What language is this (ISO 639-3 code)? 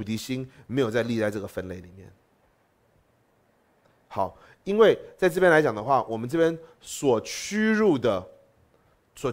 zho